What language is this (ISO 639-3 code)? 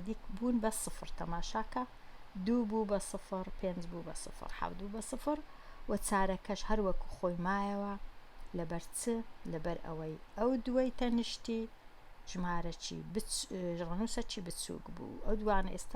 ckb